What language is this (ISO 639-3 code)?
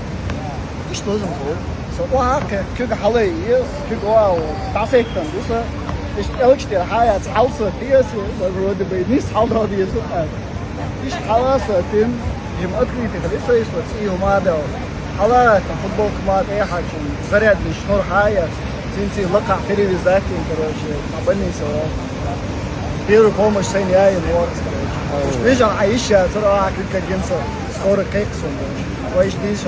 che